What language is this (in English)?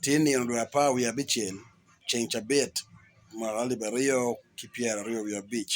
Acoli